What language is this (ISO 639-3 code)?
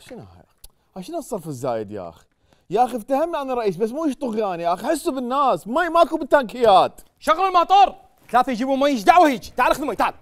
acm